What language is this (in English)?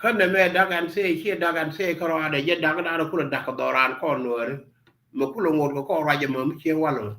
Nuer